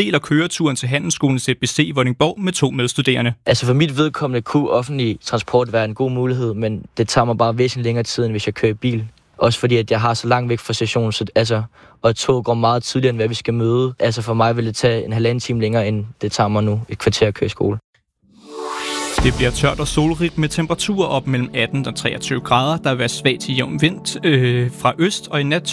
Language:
Danish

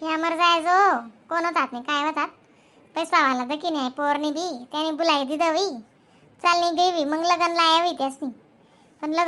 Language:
Khandesi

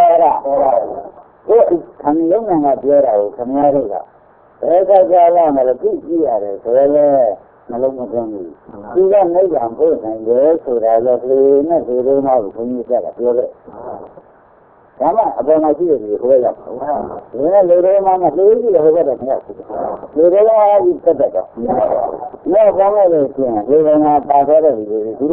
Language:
Burmese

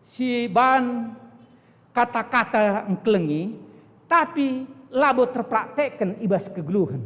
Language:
Batak Karo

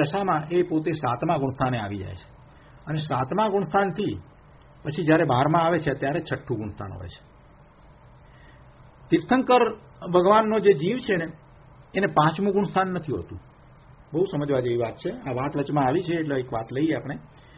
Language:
Gujarati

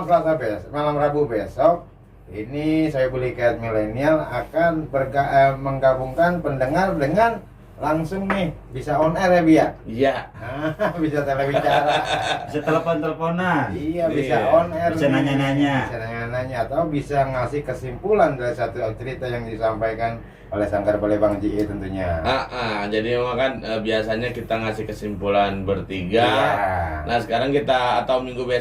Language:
Betawi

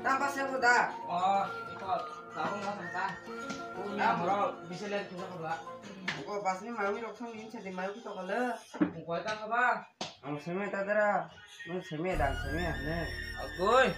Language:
Kok Borok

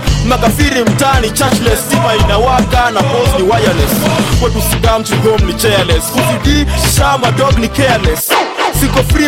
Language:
Swahili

